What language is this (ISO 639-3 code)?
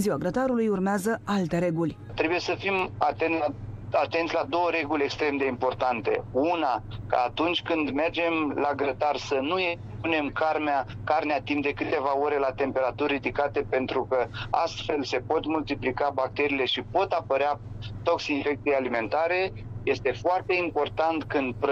ron